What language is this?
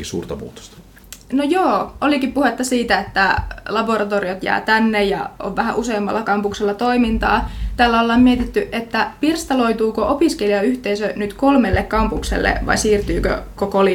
Finnish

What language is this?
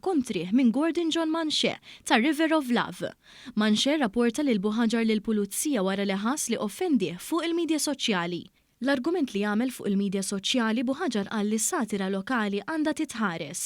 Maltese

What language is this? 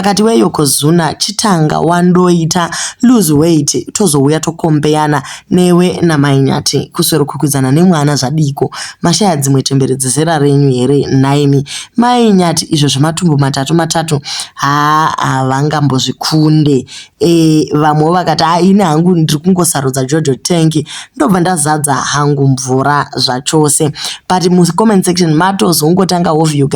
Shona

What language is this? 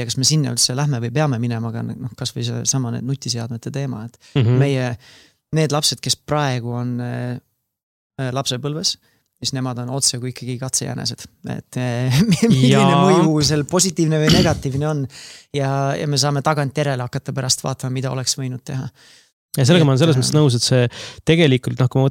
Estonian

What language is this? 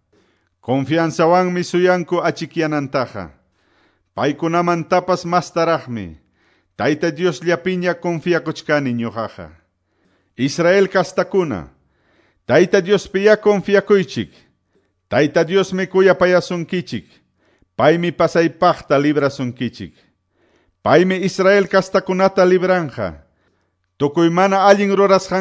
Quechua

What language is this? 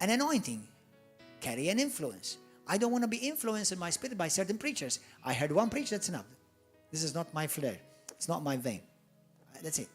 English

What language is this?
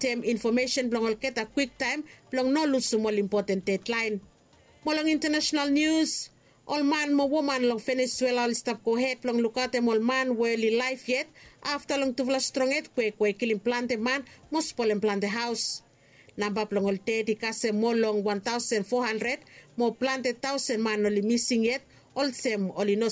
Bislama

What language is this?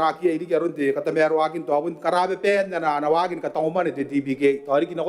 Gilbertese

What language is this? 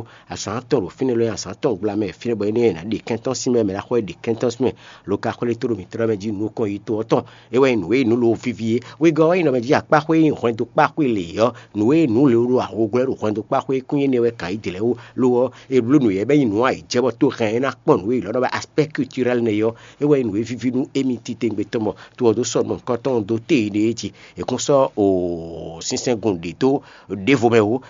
Fon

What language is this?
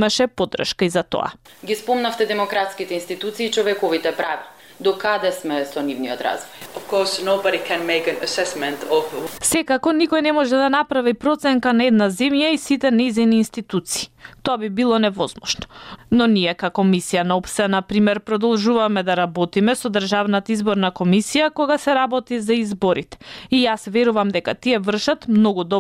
Macedonian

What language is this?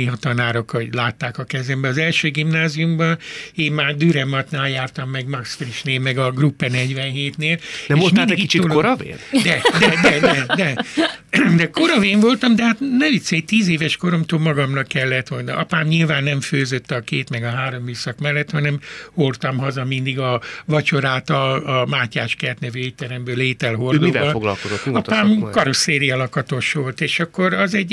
Hungarian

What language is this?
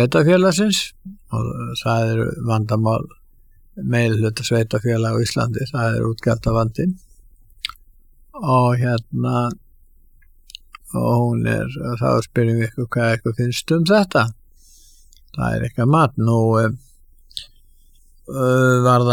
Icelandic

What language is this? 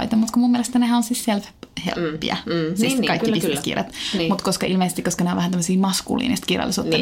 Finnish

